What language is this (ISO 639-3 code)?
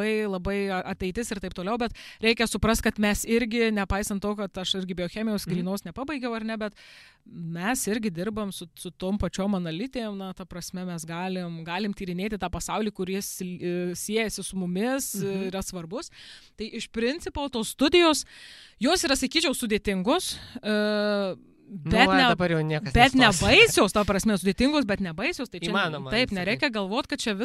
lit